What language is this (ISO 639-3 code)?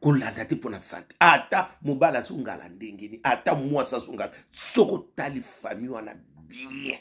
lin